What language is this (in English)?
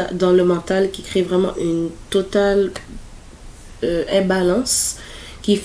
French